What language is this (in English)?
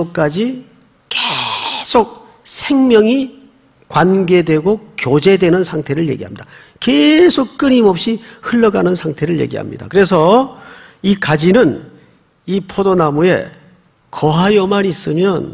Korean